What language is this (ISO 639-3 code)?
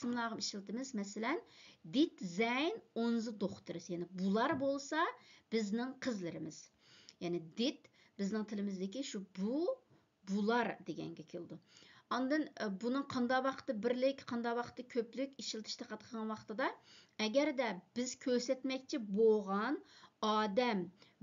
uig